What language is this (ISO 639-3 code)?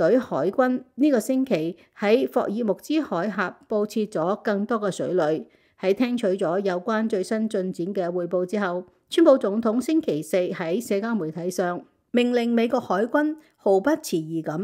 yue